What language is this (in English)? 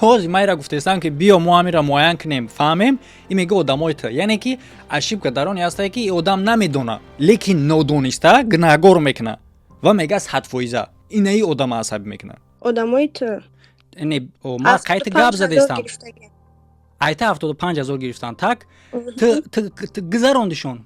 Tajik